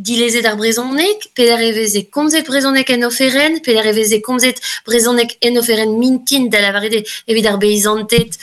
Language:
Breton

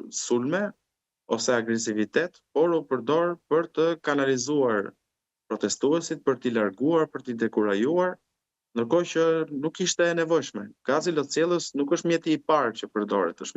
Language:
Albanian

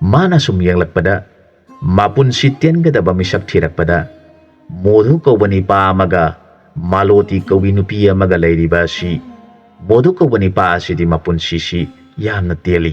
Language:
Manipuri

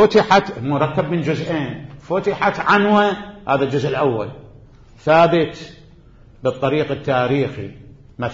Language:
Mesopotamian Arabic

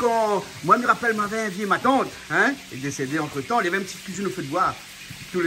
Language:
Réunion Creole French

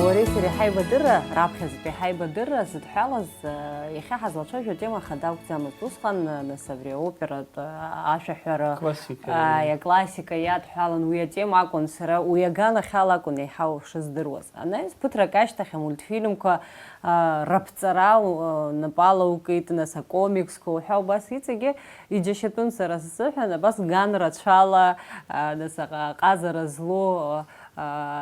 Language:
Abkhazian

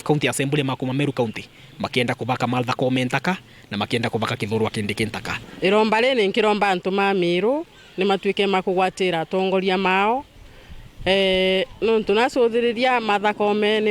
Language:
Meru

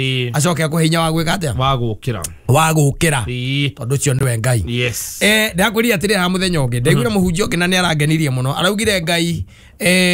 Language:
Kikuyu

